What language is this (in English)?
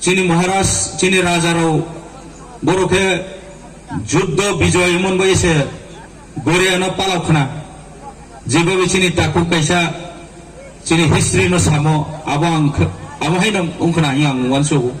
Riang (India)